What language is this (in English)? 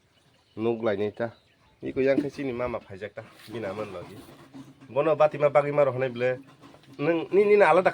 Kok Borok